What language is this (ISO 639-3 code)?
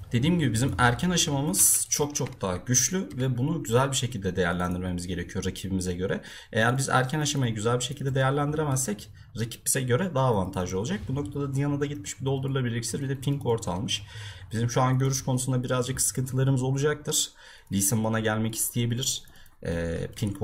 tur